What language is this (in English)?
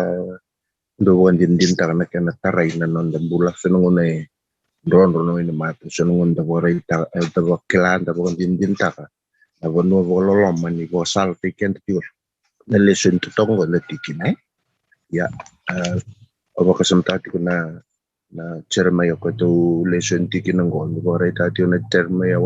Fijian